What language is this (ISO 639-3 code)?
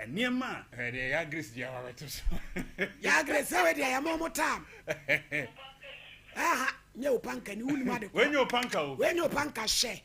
aka